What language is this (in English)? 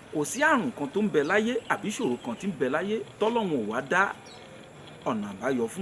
Yoruba